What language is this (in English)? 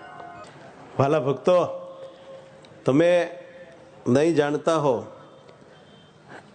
Gujarati